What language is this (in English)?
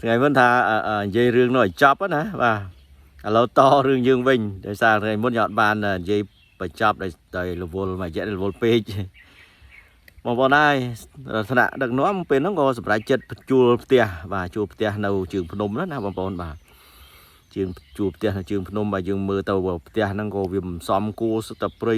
Khmer